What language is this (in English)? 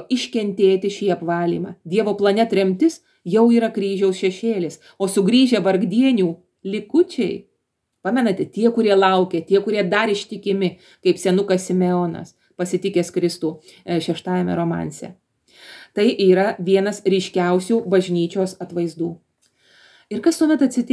Lithuanian